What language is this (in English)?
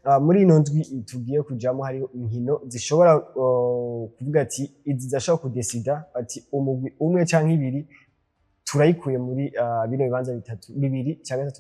Rundi